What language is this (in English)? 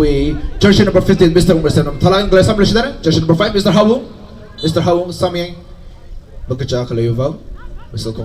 Tangkhul Naga (India)